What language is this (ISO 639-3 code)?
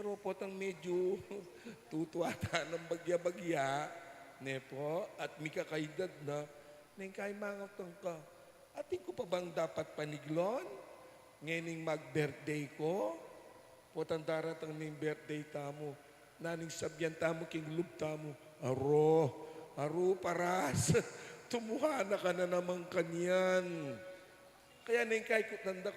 pam